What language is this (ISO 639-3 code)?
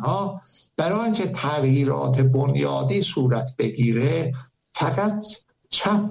fas